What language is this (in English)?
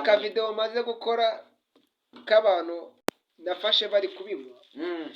Kinyarwanda